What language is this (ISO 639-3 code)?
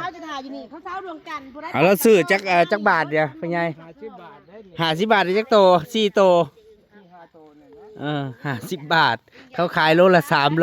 tts